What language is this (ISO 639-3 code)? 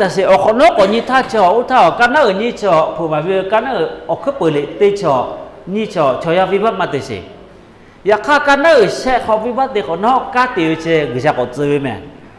lhu